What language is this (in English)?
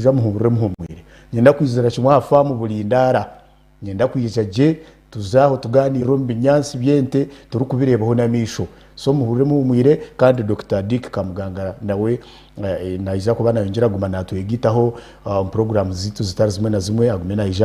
Nyankole